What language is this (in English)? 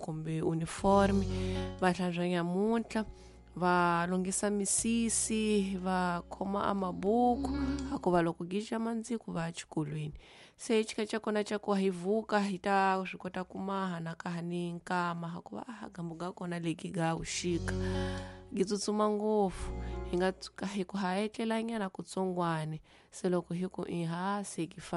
Tsonga